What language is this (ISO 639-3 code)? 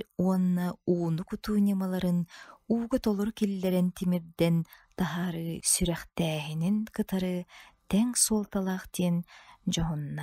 sah